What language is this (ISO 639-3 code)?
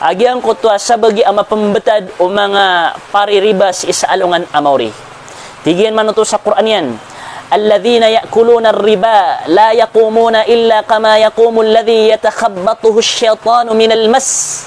mrw